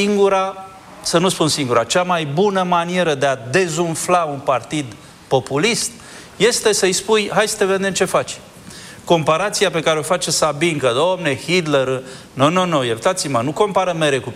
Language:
Romanian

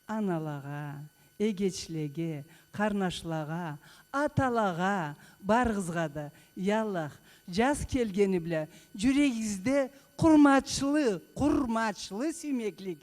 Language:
Karachay-Balkar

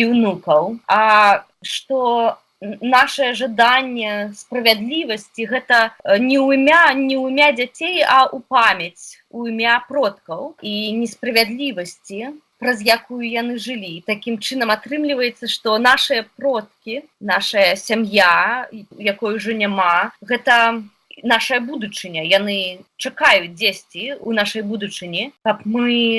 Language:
Belarusian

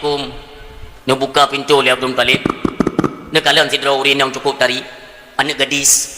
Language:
Achinese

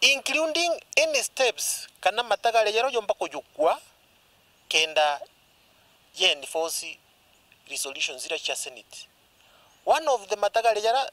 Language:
Meru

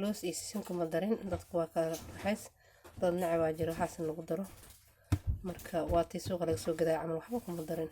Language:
Somali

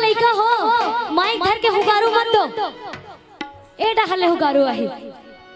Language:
Chhattisgarhi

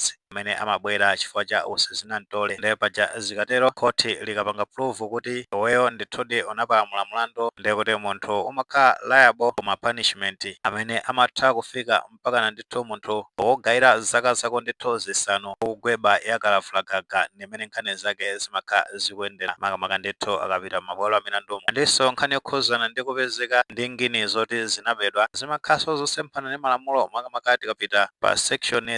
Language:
Nyanja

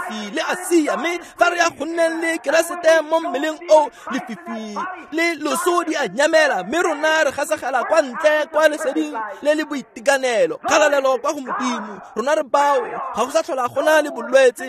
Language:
Tswana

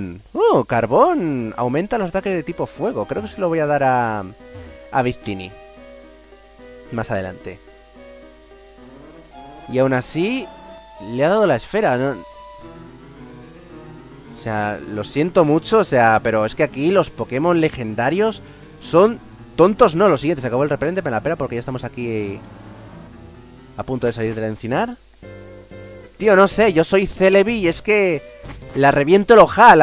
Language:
Spanish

